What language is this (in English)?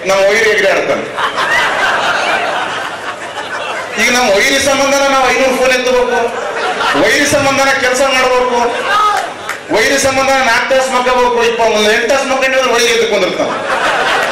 Kannada